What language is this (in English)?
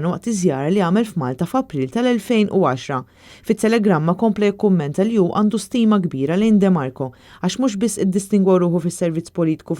Maltese